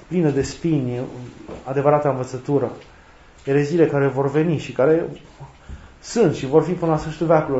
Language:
Romanian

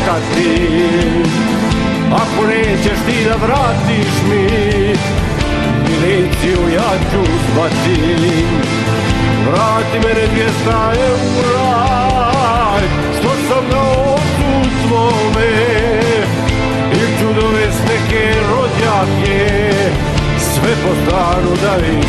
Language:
Serbian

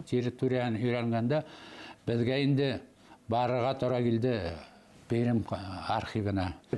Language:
Bashkir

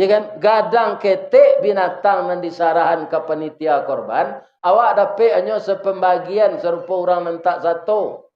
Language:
Minangkabau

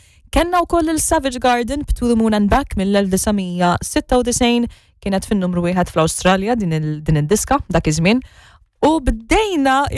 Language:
Maltese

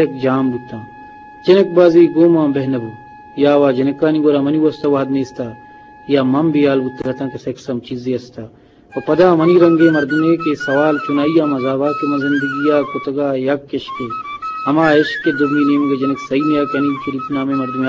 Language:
Eastern Balochi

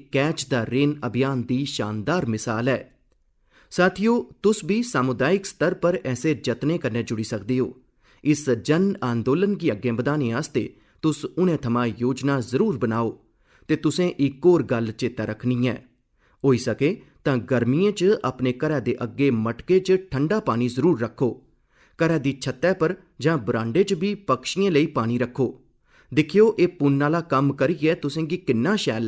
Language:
Dogri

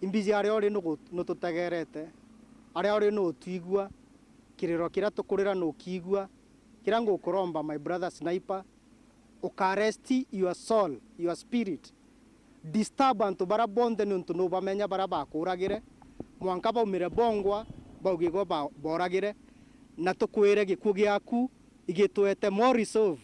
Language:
Meru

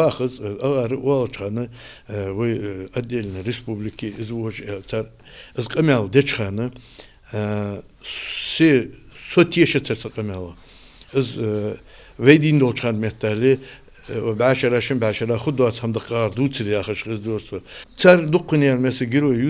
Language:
Ingush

